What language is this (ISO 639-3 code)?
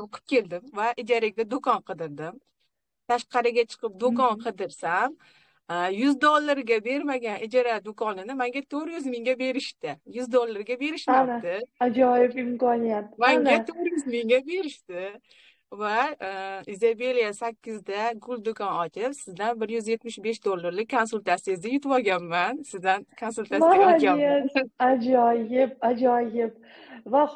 uzb